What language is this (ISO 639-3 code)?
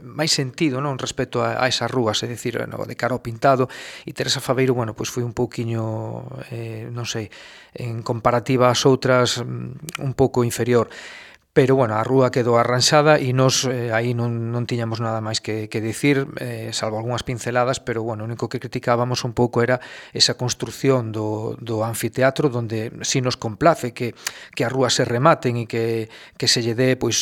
glg